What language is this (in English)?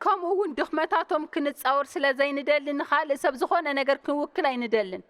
Tigrinya